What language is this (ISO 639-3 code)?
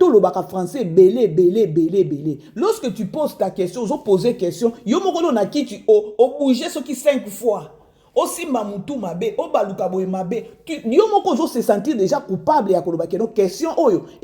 lin